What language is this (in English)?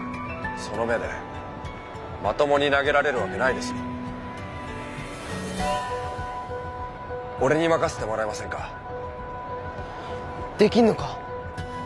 Japanese